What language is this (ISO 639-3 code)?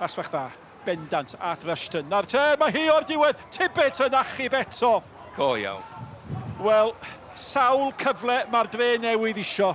cym